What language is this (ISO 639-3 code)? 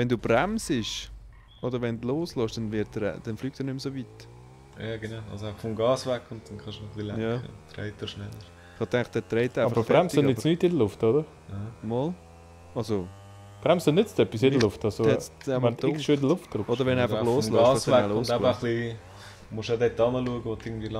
gsw